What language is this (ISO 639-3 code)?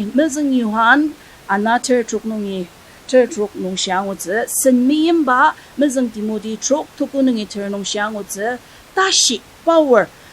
njo